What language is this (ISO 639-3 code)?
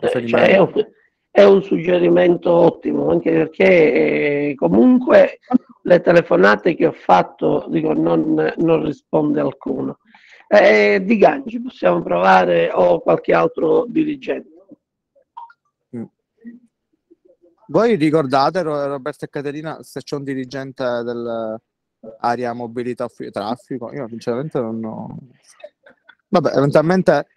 ita